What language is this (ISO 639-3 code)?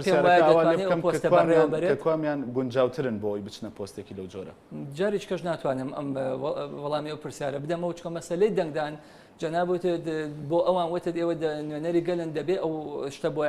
ckb